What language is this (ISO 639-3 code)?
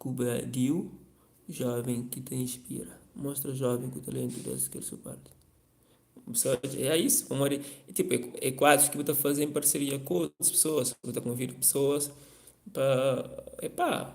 kea